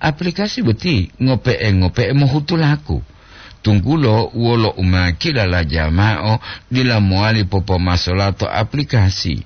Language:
Gorontalo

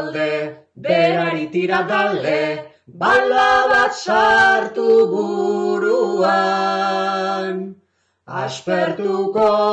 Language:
Basque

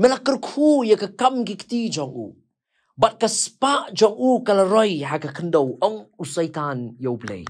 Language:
Khasi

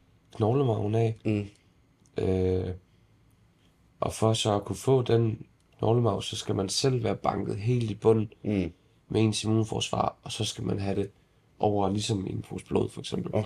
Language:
Danish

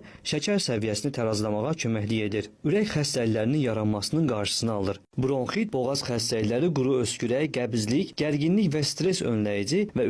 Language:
Azerbaijani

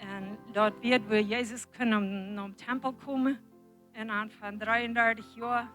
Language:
Plautdietsch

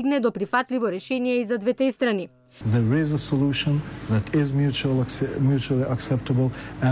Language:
Macedonian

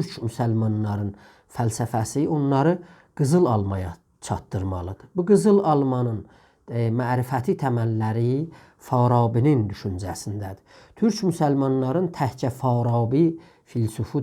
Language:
South Azerbaijani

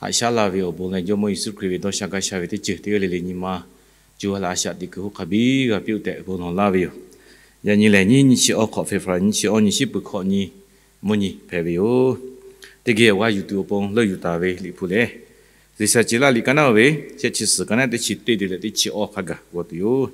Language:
Lahu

